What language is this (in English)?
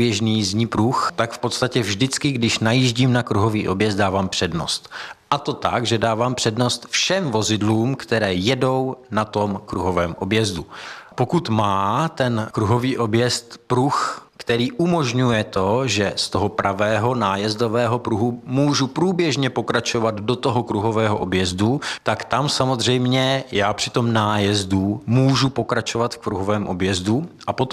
Czech